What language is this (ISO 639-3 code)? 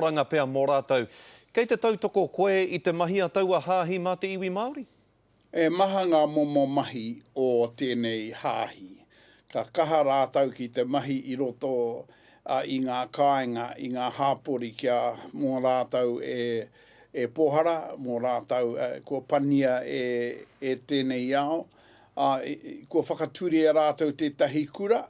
mri